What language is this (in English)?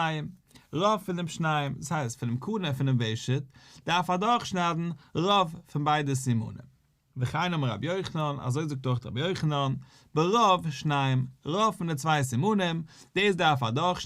Yiddish